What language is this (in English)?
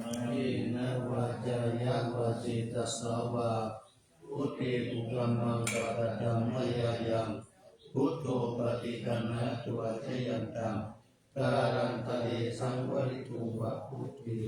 Pali